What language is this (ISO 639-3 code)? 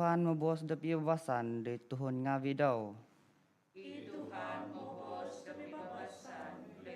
dtp